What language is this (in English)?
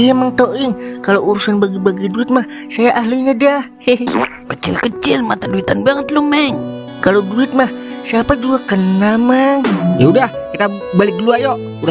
Betawi